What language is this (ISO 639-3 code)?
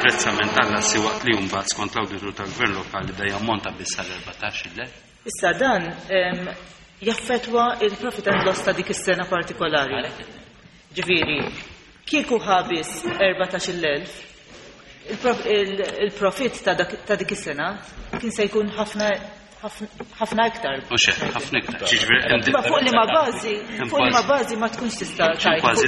mlt